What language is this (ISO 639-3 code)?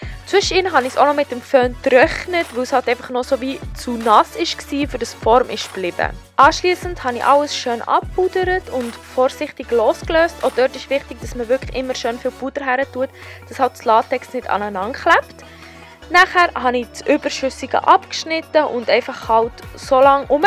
gsw